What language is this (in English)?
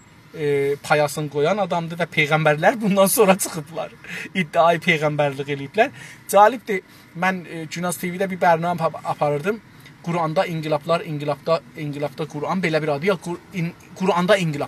South Azerbaijani